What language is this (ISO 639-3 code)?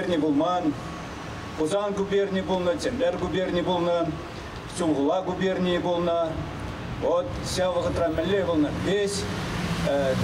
chv